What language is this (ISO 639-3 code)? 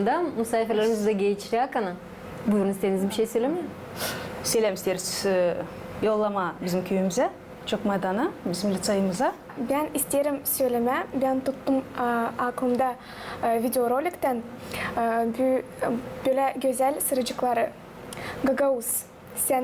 gag